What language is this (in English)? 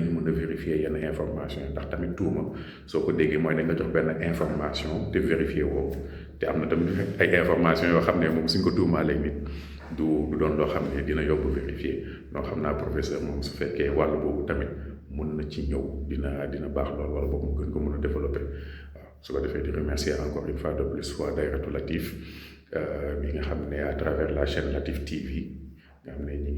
Wolof